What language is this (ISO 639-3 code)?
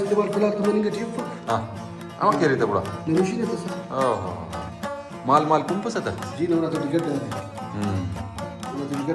brh